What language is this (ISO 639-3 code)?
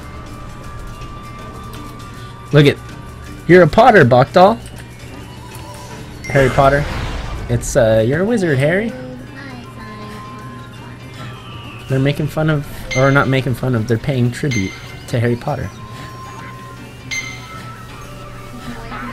eng